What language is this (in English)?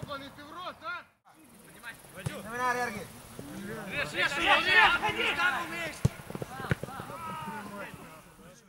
Estonian